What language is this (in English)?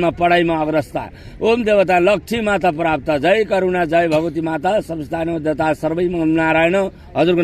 Nepali